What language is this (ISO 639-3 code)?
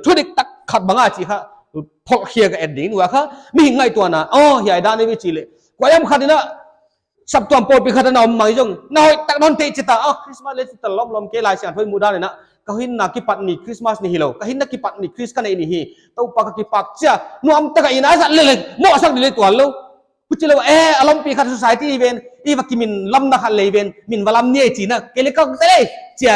pck